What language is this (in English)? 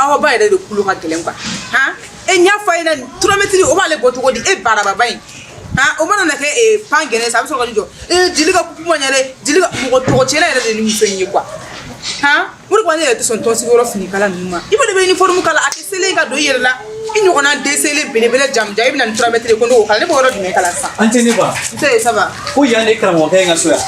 Bambara